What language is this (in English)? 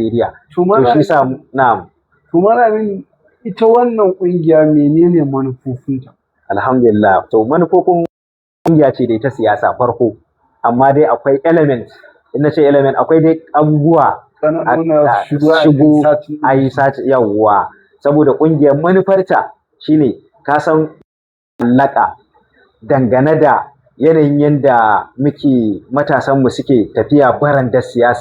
Hausa